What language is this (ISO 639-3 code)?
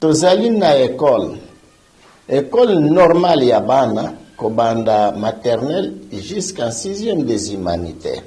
lin